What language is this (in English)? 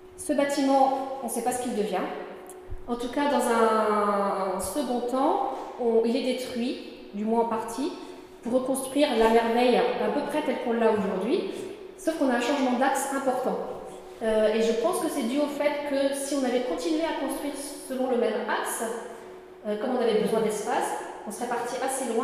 French